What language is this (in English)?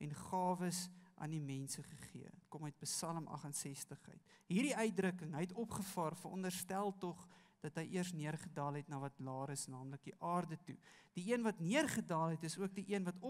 Afrikaans